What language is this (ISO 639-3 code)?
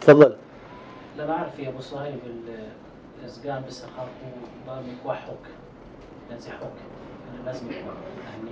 apc